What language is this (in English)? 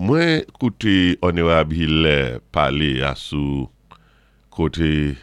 Saint Lucian Creole French